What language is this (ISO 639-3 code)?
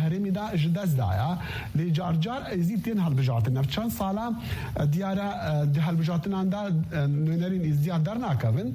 kur